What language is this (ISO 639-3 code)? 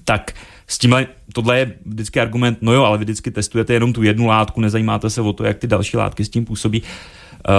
ces